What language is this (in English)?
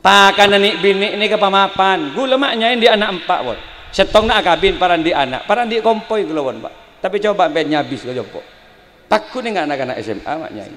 Madurese